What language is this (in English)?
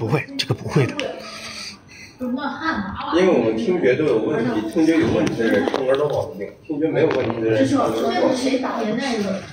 Chinese